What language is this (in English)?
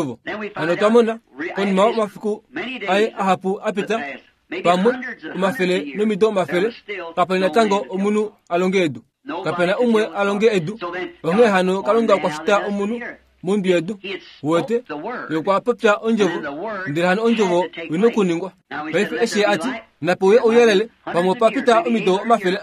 Kuanyama